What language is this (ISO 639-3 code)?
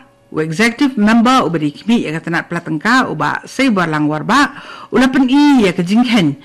kha